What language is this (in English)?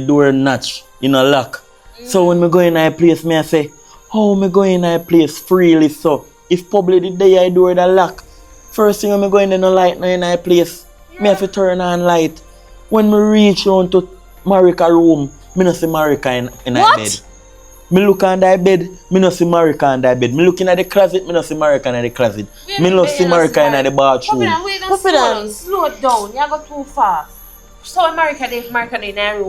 Jamaican Creole English